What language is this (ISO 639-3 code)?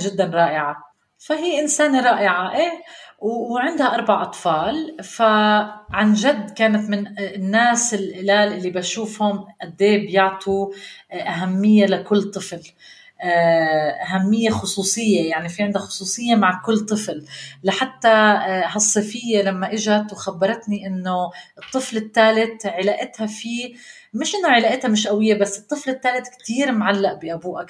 apc